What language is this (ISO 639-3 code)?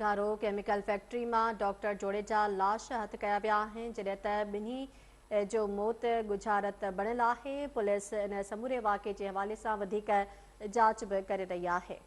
snd